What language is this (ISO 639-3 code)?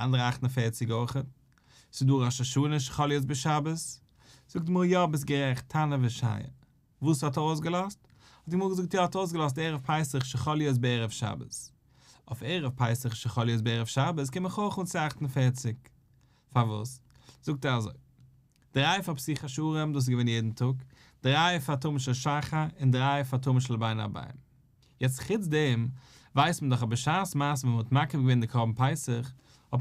yid